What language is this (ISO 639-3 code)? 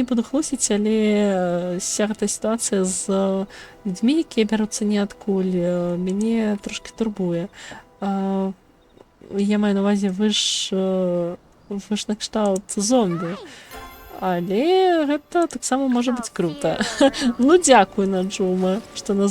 bel